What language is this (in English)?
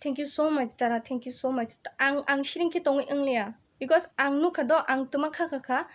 Kok Borok